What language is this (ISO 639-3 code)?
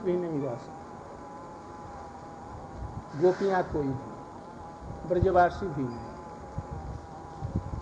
hin